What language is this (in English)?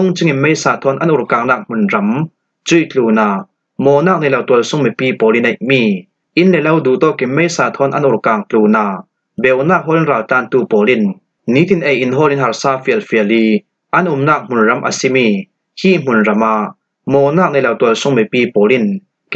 Falam Chin